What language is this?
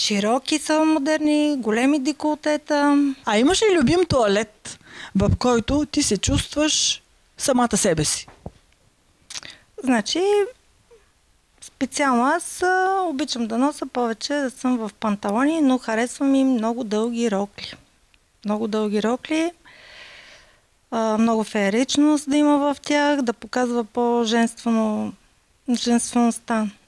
Bulgarian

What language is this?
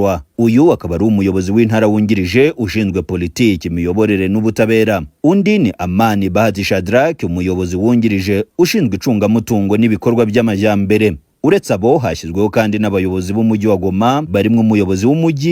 Kinyarwanda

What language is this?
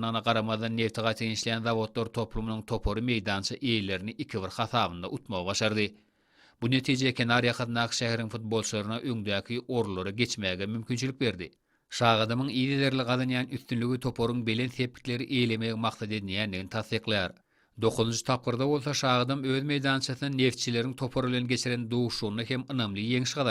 Turkmen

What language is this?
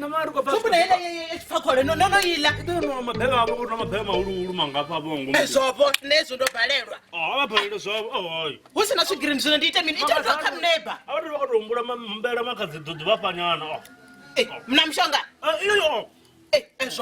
Venda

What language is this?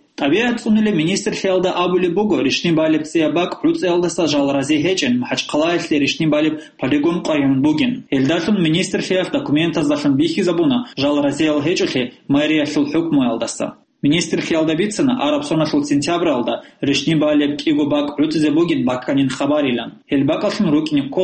Avaric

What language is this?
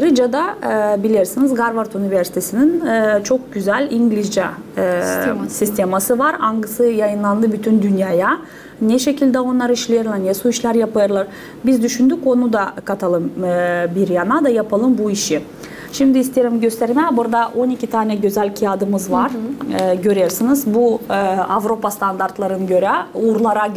Gagauz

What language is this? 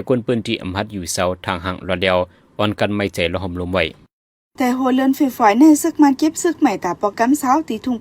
Shan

